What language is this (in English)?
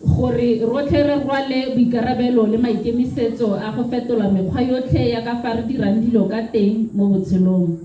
Tswana